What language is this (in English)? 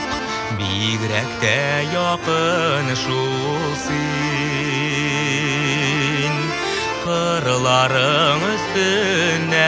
Tatar